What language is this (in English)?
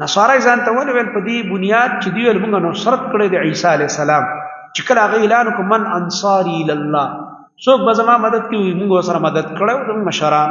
Pashto